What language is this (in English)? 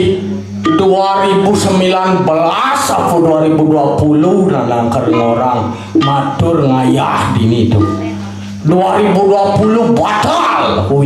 Balinese